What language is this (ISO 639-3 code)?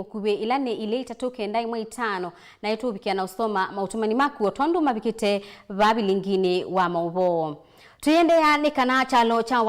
kam